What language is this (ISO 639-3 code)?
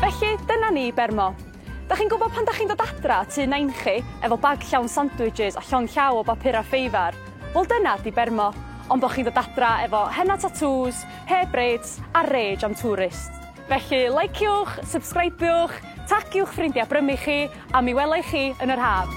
cym